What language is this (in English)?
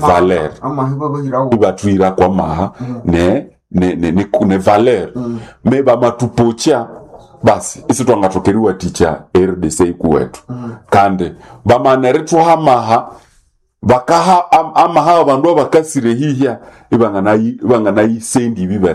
Nande